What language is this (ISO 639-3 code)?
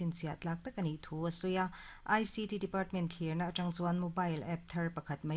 lus